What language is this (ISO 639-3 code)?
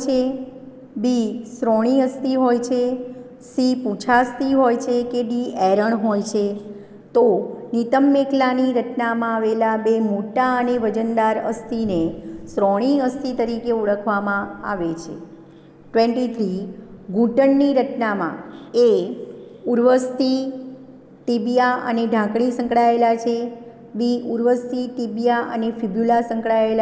guj